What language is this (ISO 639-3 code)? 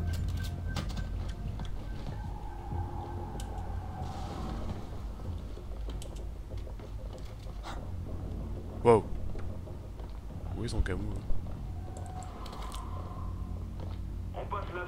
fra